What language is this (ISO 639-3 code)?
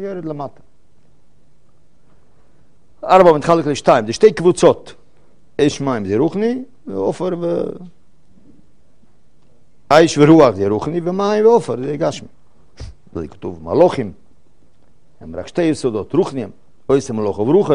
heb